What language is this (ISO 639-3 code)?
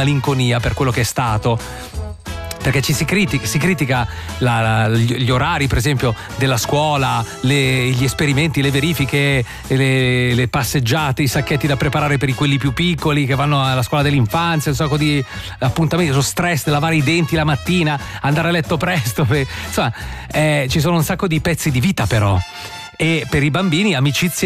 ita